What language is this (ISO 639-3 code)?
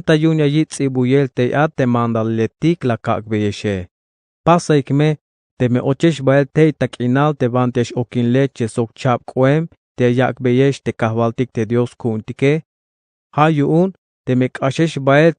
tzh